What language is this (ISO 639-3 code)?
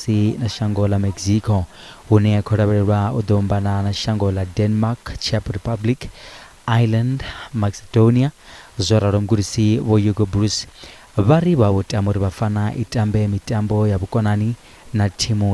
ven